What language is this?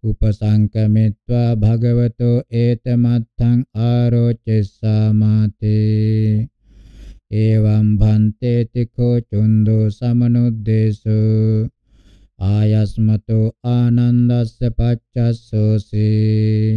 Pali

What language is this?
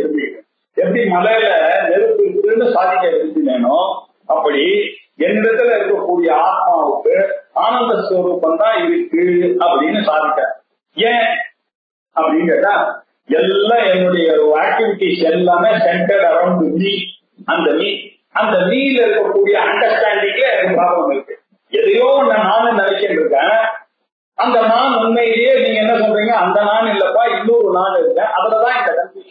Tamil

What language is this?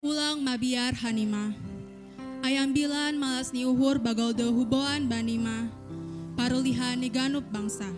Batak Simalungun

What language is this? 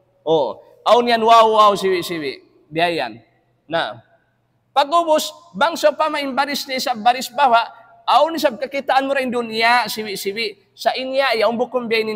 Tausug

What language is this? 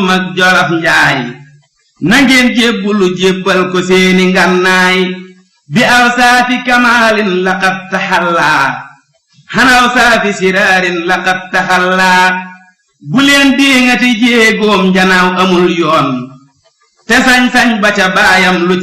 Wolof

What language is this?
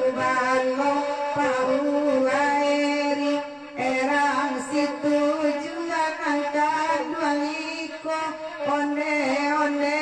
Minangkabau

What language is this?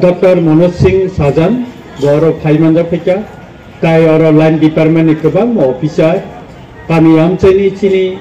Kok Borok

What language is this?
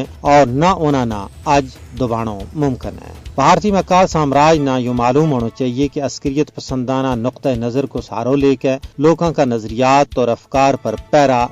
Gujari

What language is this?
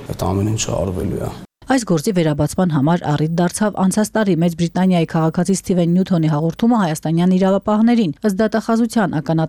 Armenian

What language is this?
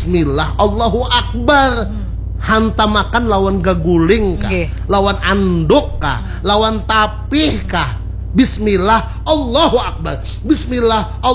Banjar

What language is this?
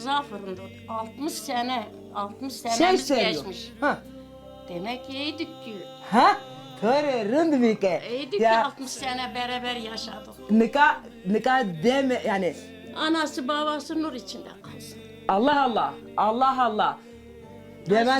Zaza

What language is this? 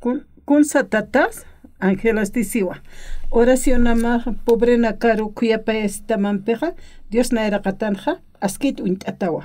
Aymara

